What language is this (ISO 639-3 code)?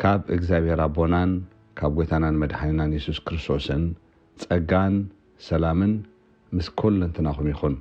tir